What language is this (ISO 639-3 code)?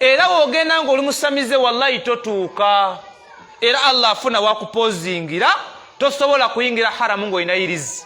lug